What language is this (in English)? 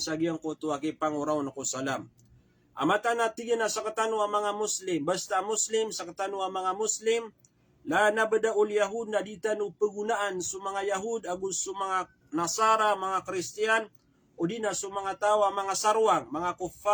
Maranao